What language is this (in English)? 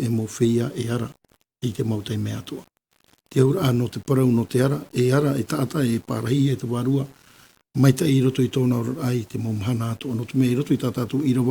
Tahitian